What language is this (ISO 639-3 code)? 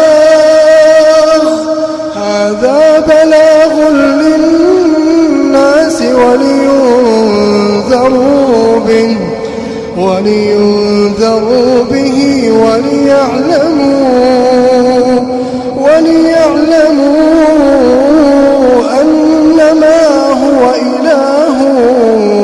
ara